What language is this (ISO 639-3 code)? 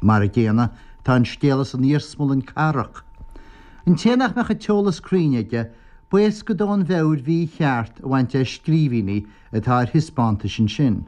gle